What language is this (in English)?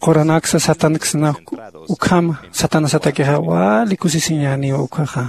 Aymara